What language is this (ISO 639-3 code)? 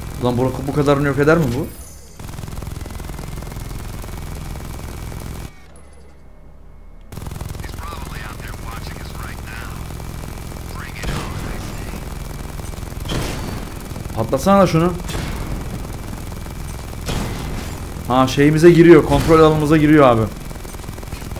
tur